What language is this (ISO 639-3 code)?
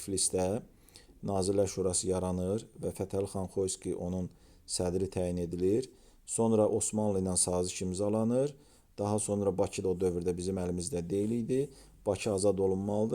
aze